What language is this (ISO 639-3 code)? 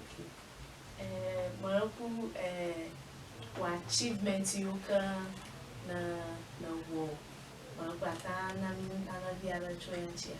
ewe